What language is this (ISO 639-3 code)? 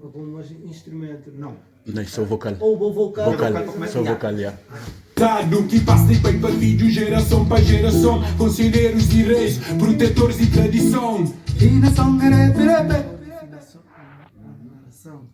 kea